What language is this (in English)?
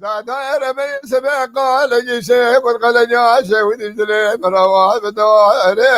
Kurdish